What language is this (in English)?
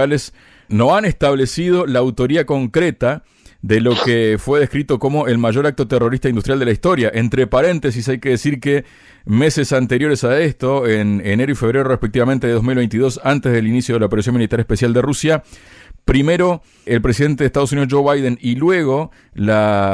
Spanish